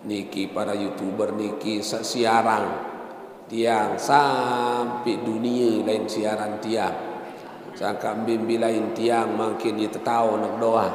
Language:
Sasak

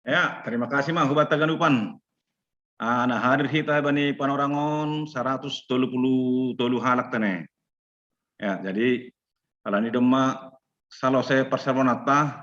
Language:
Batak Simalungun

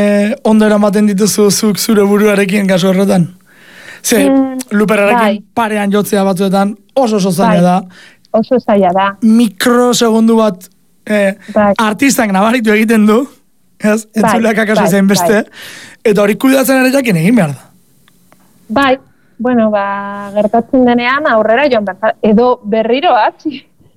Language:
Basque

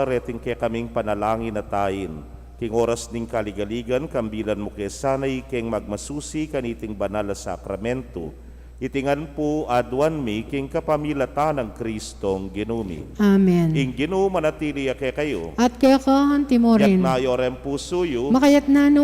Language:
Pampanga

